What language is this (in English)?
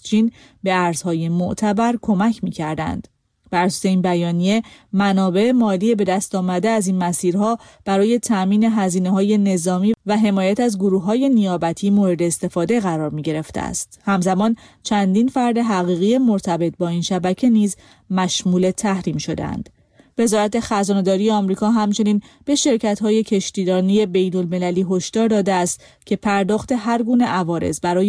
Persian